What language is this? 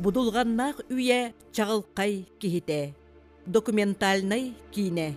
Yakut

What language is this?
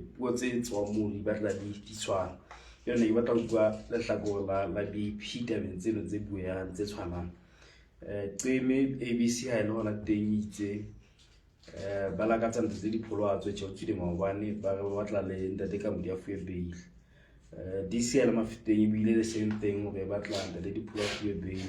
Southern Sotho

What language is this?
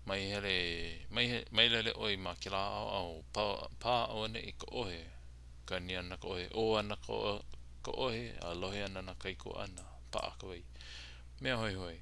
Hawaiian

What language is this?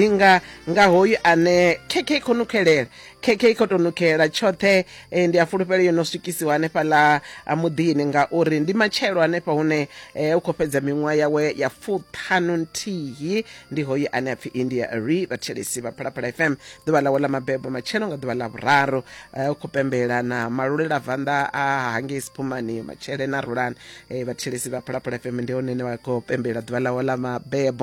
Venda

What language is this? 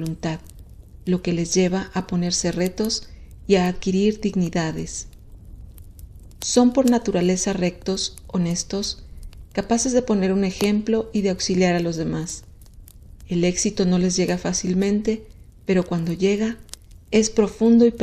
Spanish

